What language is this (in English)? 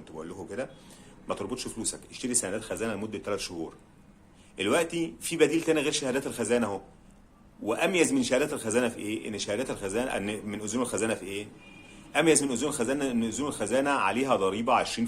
Egyptian Arabic